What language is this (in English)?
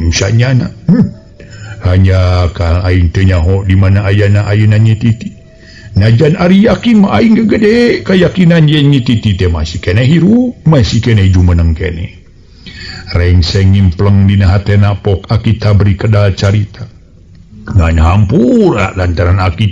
Sundanese